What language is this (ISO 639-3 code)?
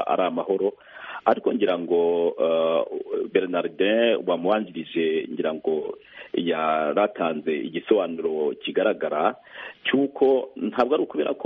kin